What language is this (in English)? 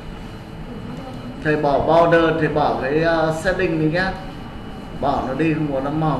Vietnamese